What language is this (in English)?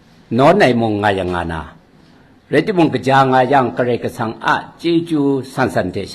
Kachin